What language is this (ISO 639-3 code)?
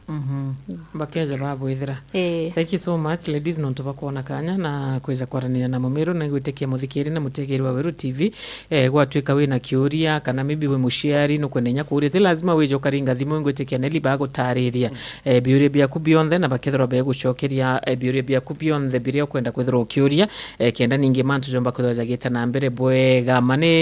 mer